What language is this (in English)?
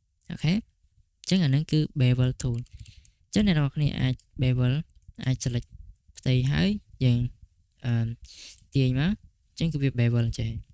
Khmer